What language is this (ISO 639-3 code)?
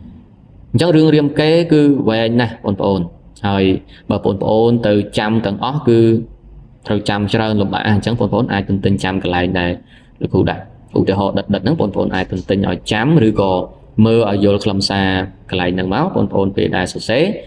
khm